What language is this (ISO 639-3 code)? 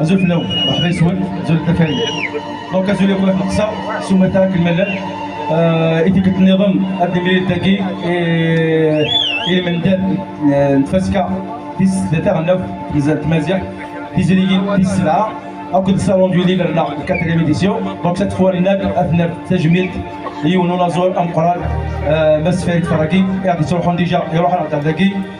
kab